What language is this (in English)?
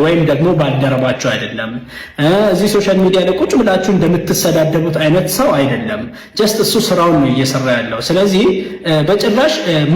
Amharic